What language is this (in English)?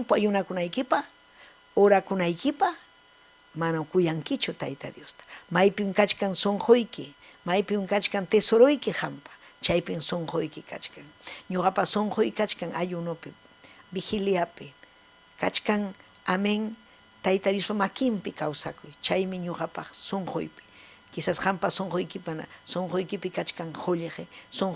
Ayacucho Quechua